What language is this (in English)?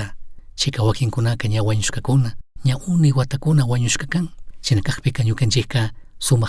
Chimborazo Highland Quichua